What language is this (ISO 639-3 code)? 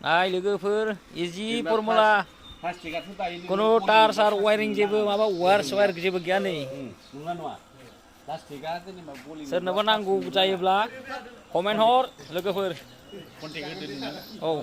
brx